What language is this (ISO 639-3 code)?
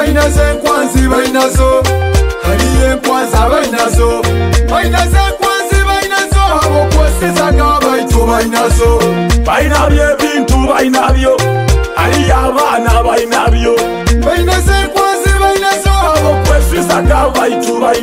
nyo